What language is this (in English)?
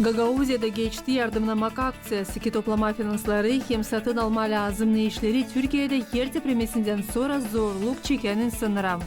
Gagauz